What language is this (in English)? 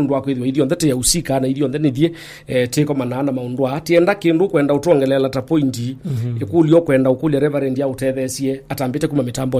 Kamba